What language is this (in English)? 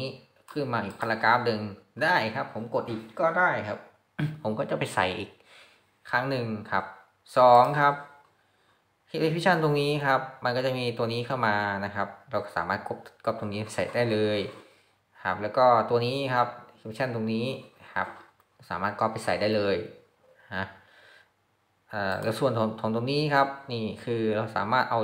Thai